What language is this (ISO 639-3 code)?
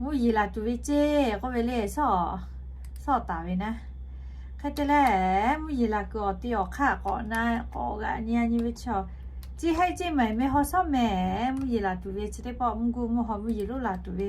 lhu